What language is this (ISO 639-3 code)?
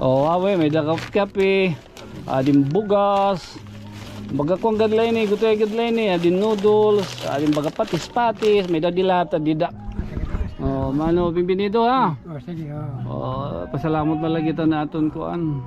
war